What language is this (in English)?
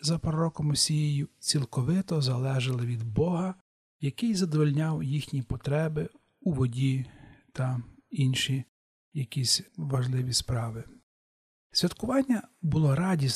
Ukrainian